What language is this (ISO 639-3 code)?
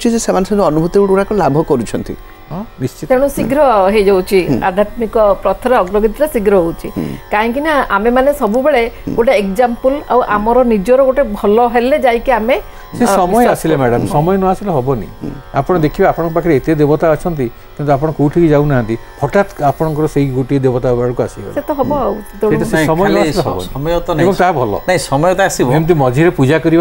ori